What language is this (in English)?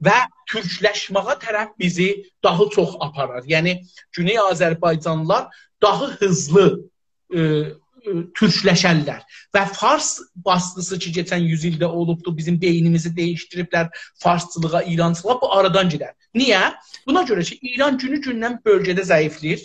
South Azerbaijani